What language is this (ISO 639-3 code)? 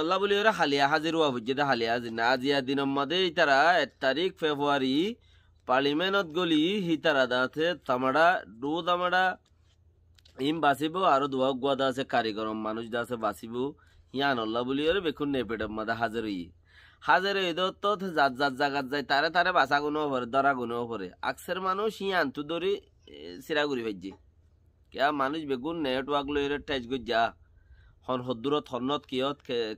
rhg